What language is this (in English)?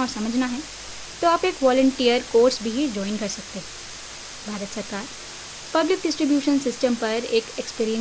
Hindi